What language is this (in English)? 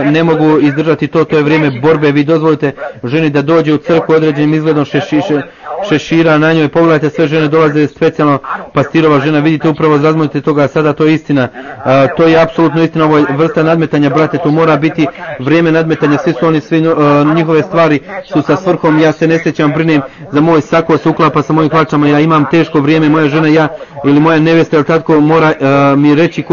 Croatian